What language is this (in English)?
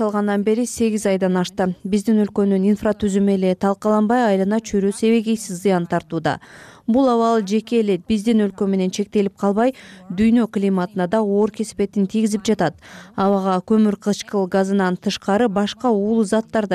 Kyrgyz